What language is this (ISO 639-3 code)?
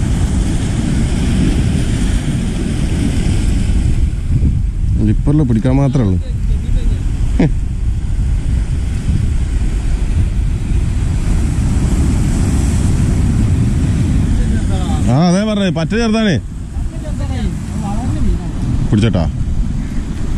mal